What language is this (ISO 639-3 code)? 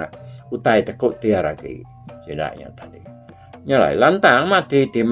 iba